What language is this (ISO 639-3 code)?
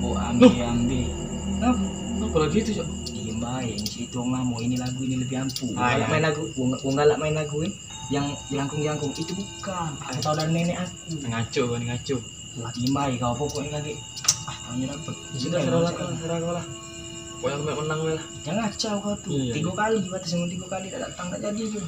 mui